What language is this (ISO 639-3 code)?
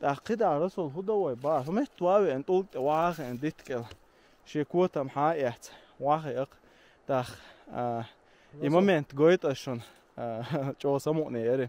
che